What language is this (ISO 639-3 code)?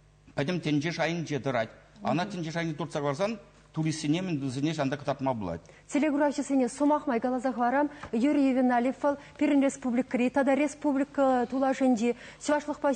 chv